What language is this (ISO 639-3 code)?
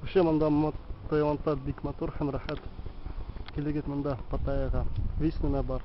bak